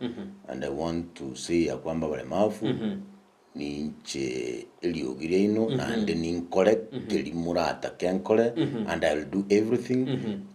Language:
Gusii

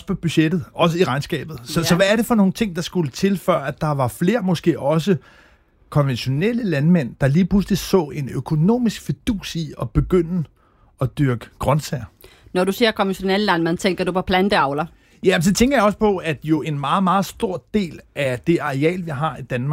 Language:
Danish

